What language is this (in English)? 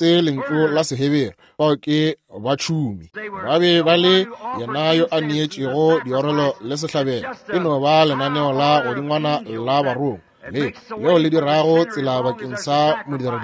Northern Sotho